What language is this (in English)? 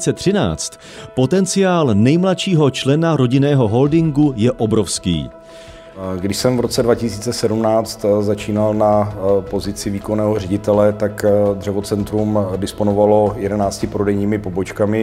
Czech